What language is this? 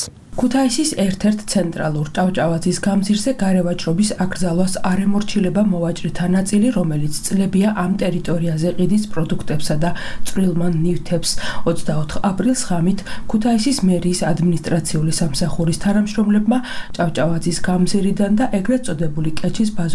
Georgian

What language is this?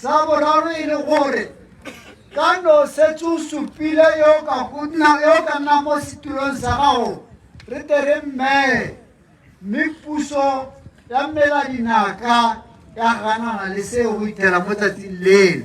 Tswana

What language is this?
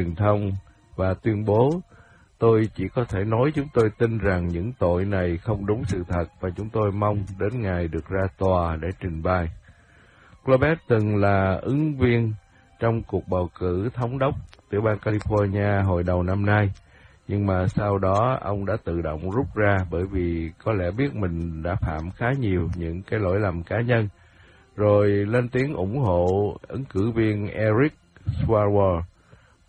Vietnamese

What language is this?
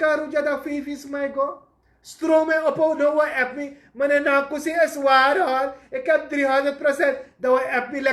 Sranan Tongo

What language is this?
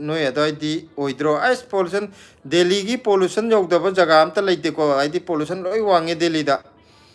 Manipuri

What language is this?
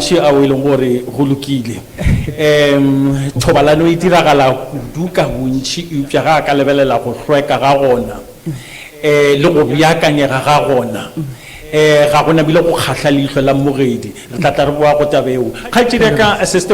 Northern Sotho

